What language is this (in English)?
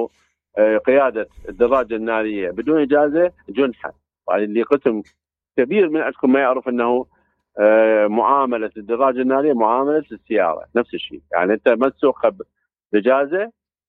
Mesopotamian Arabic